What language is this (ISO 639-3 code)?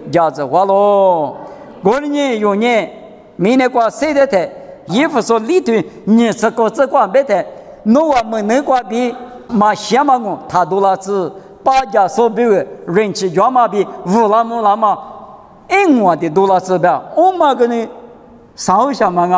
lis